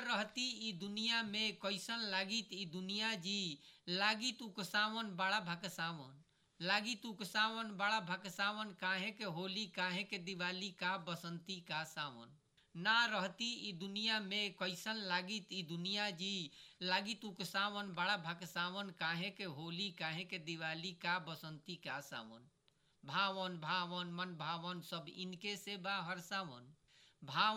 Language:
Bhojpuri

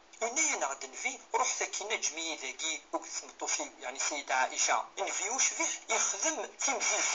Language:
Kabyle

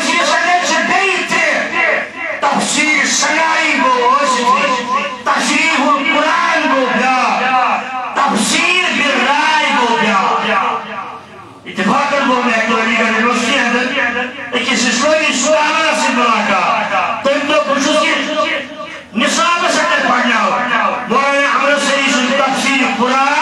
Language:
Urdu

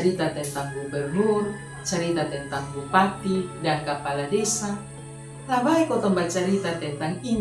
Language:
Kupang Malay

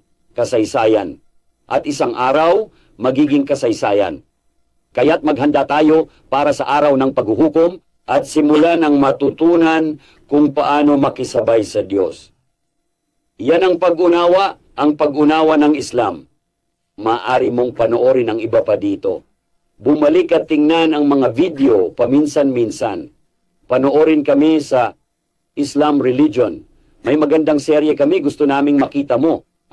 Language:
Filipino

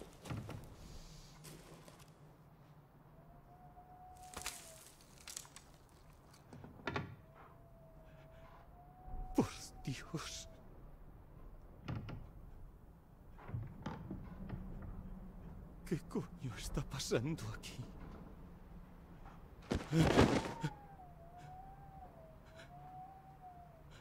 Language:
Spanish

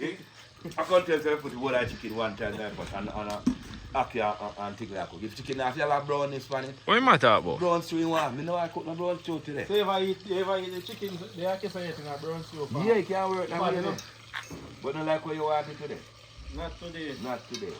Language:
Jamaican Creole English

